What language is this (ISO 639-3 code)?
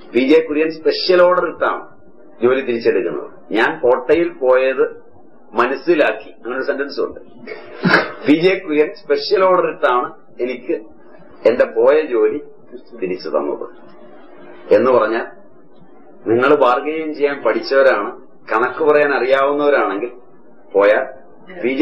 mal